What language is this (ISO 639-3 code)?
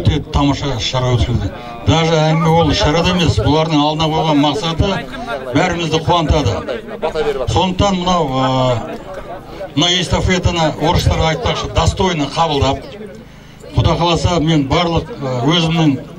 kaz